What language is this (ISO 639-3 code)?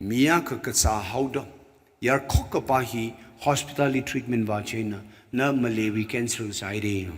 nmf